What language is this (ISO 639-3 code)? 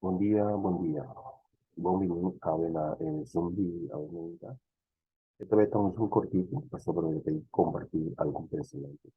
pap